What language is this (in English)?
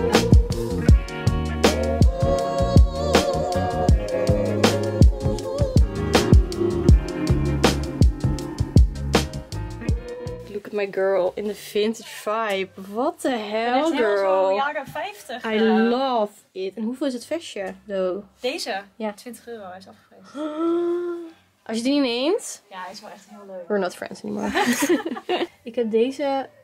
Dutch